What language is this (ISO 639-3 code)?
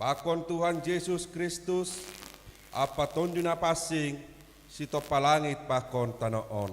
bts